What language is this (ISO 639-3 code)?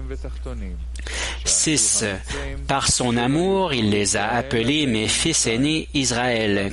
heb